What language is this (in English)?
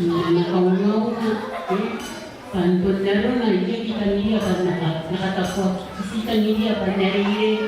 Gilbertese